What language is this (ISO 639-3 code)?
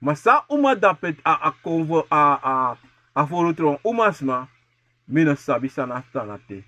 srn